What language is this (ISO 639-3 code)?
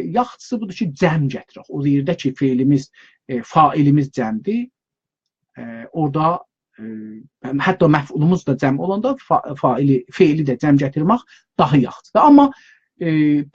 azb